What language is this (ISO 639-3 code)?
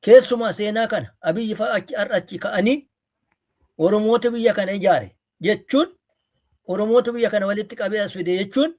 orm